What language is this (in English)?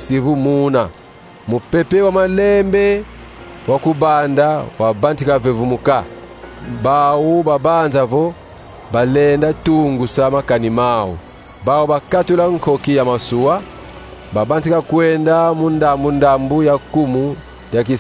Kongo